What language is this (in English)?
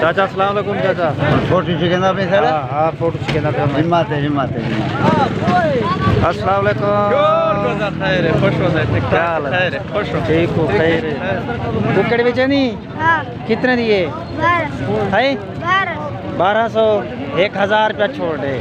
Saraiki